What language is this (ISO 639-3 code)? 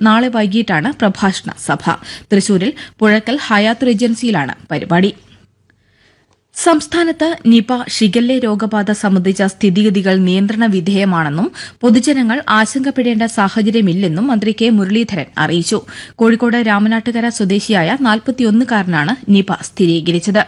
mal